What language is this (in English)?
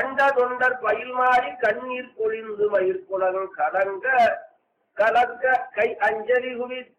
Tamil